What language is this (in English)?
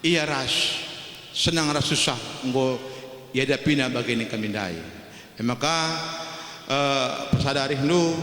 Batak Karo